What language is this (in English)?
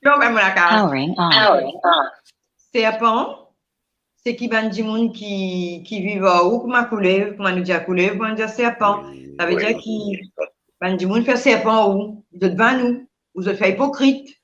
Morisyen